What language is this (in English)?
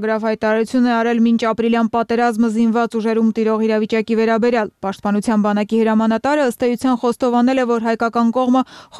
Armenian